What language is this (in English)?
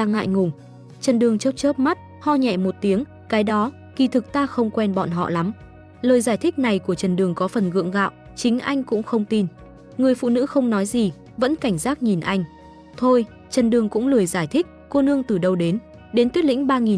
Vietnamese